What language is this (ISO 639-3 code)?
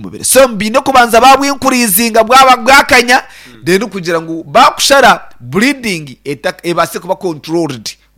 nyn